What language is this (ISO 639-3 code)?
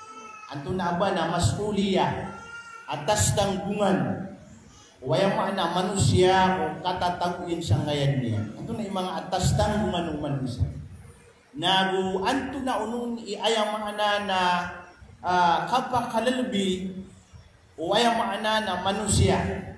mrw